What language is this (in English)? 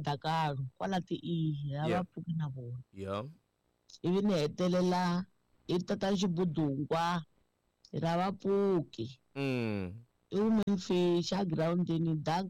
Tsonga